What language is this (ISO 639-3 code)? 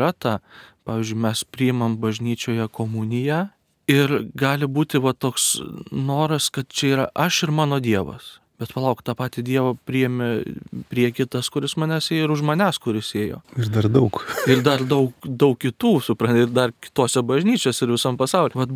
lit